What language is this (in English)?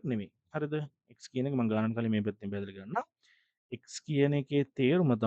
Sinhala